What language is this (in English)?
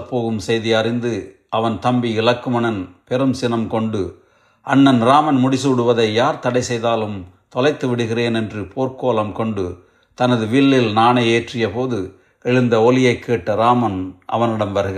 Tamil